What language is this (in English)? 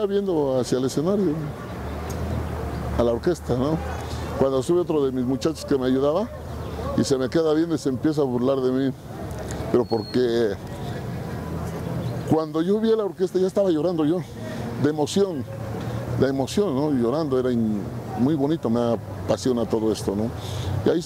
Spanish